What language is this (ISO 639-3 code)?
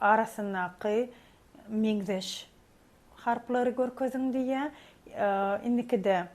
tuk